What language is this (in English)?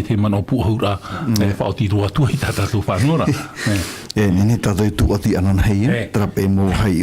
Tahitian